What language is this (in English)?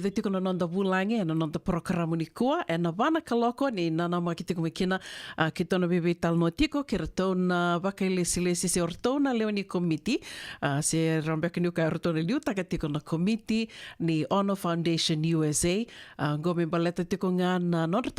Fijian